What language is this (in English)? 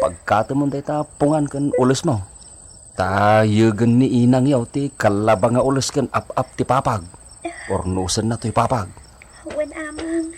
Iloko